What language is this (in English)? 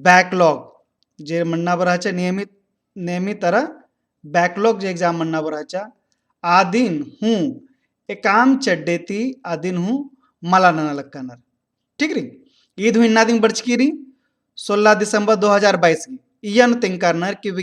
Kurukh